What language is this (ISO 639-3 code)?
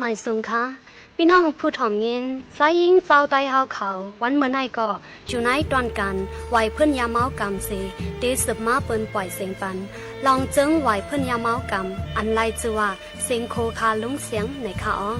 shn